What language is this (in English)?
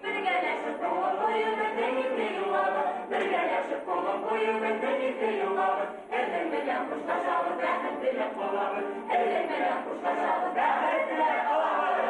Bashkir